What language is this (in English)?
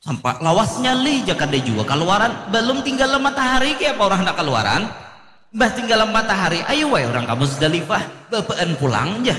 Banjar